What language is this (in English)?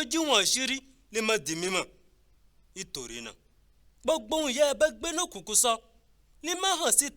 Yoruba